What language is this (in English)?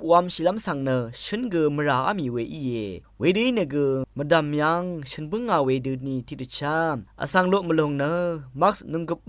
Rawang